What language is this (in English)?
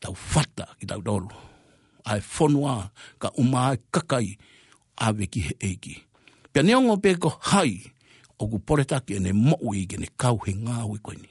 Tongan